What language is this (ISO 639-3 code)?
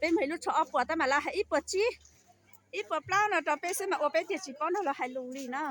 hmn